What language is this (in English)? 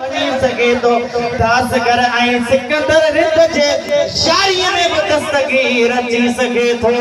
Sindhi